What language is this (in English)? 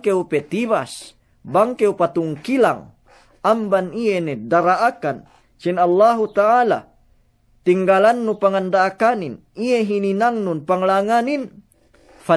Yakan